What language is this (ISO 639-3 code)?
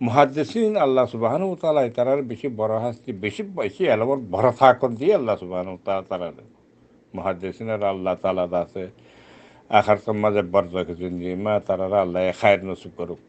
rhg